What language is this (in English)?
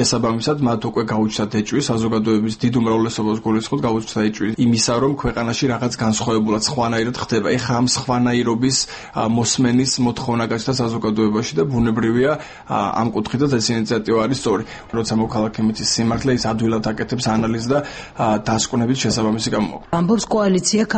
Georgian